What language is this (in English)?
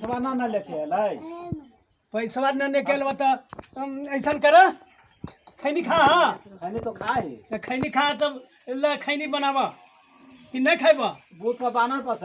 Magahi